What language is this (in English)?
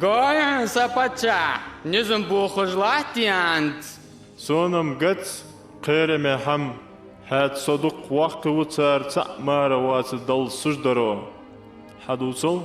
Ingush